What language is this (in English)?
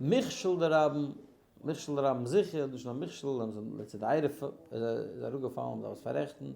Yiddish